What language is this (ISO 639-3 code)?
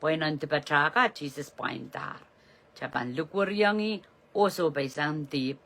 pon